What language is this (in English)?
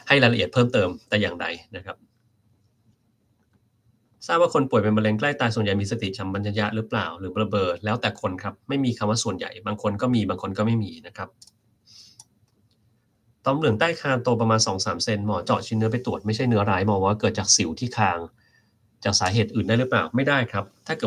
Thai